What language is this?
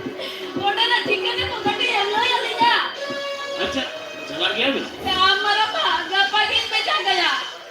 Santali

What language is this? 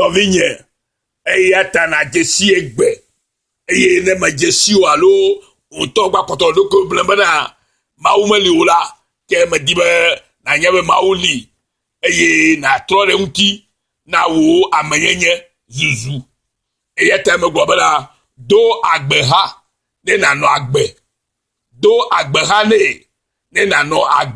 Ewe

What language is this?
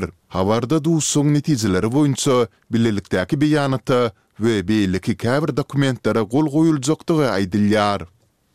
Kyrgyz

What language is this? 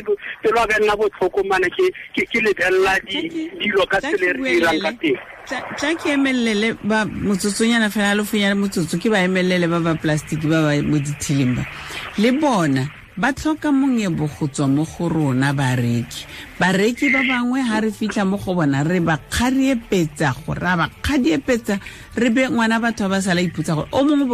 Tswana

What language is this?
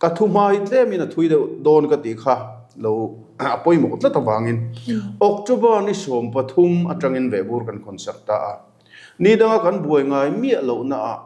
Mizo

